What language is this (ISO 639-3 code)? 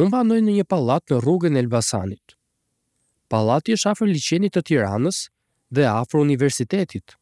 sqi